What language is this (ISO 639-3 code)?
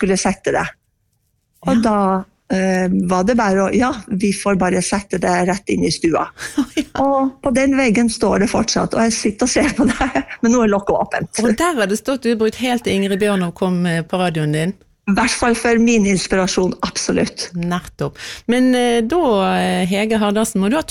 nor